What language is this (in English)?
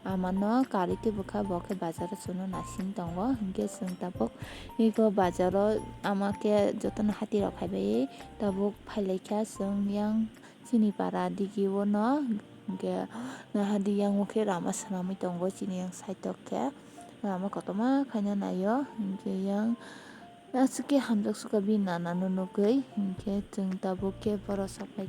Kok Borok